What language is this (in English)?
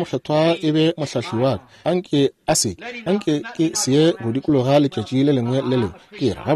Northern Sotho